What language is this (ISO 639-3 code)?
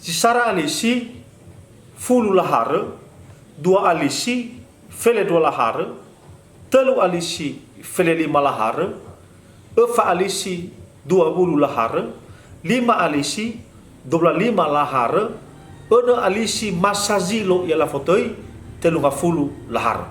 nia